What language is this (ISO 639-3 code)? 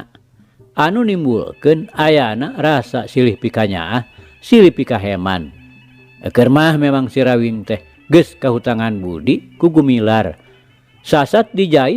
sun